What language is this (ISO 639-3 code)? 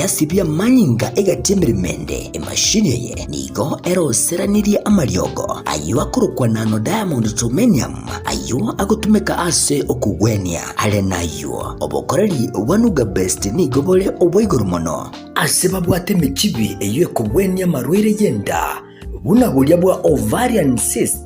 guz